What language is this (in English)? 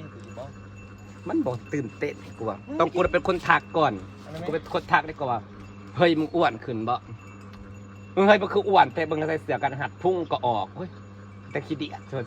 Northeastern Thai